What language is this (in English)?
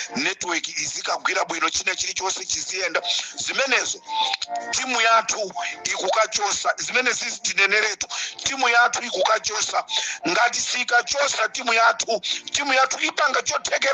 Nyanja